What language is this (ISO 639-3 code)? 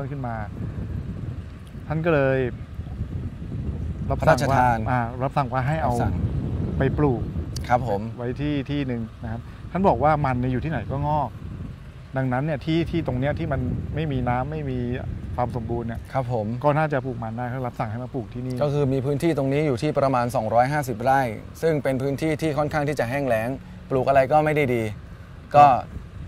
tha